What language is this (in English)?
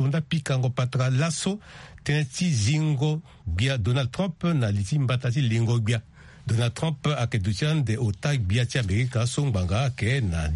Sango